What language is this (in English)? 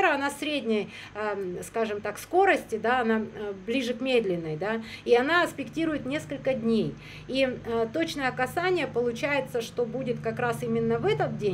Russian